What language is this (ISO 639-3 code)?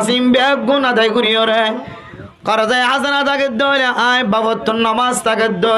rhg